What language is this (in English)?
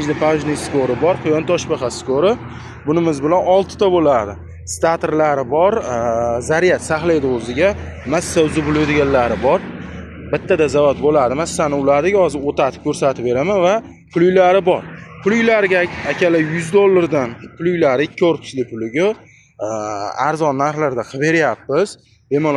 Uzbek